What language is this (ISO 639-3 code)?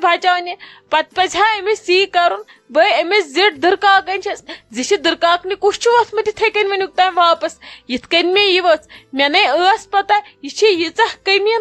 kas